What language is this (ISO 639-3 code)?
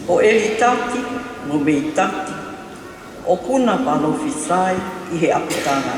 ton